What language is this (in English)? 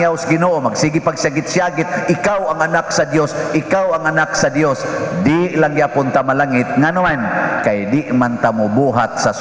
Cebuano